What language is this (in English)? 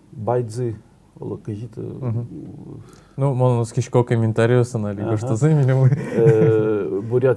Udmurt